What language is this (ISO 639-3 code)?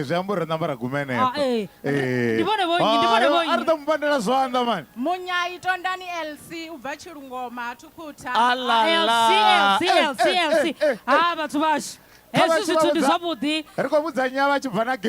ven